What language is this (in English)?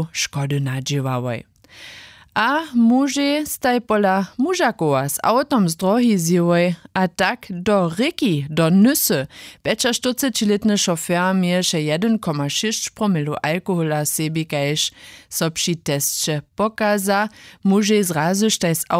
Upper Sorbian